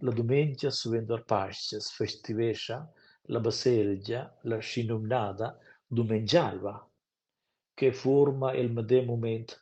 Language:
Romansh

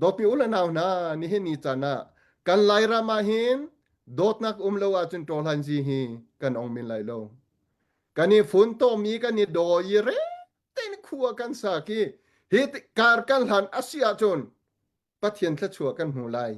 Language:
Hakha Chin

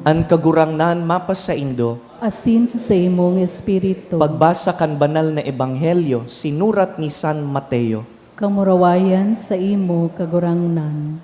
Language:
Bikol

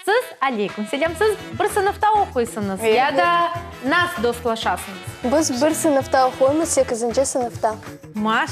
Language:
Crimean Tatar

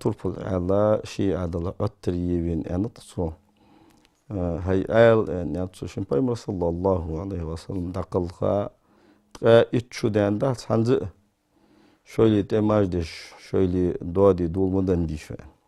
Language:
Ingush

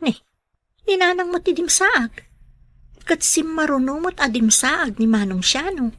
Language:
Iloko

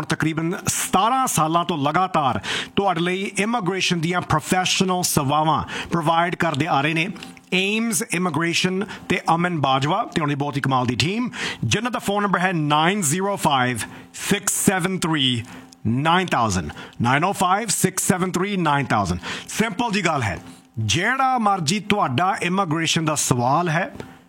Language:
Punjabi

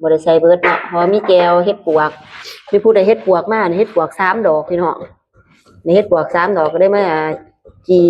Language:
Lao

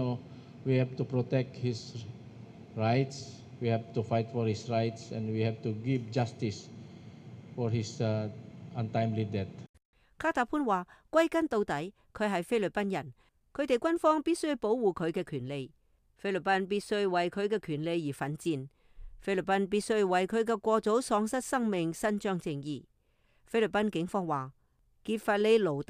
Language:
Cantonese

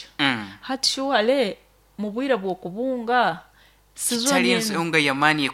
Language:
Nyoro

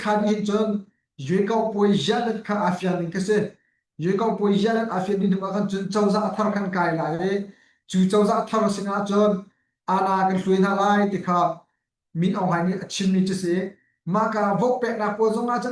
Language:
Hakha Chin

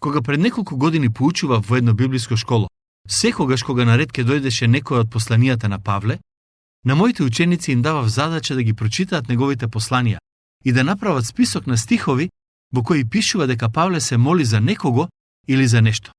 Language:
Macedonian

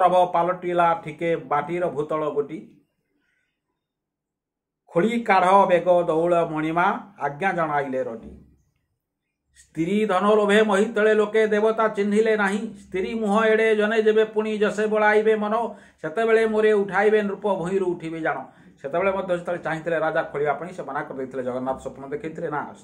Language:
Odia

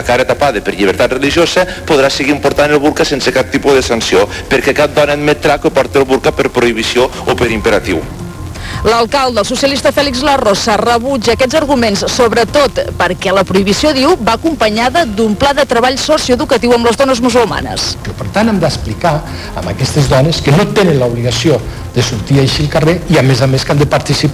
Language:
Catalan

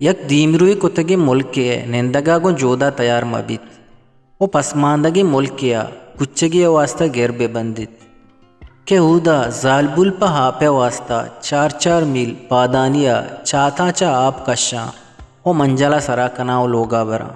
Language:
Eastern Balochi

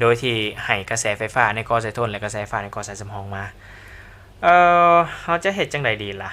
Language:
Lao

